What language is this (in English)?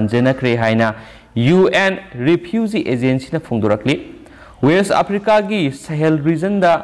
Manipuri